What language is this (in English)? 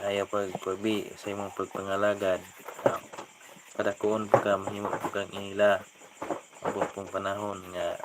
Cebuano